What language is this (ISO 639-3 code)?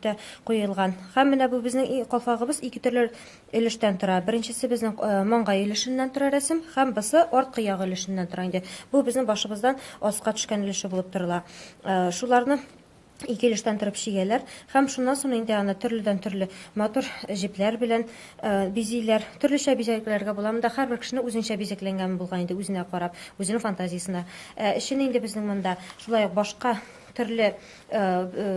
tat